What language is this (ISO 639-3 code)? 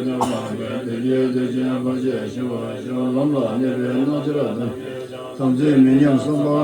bod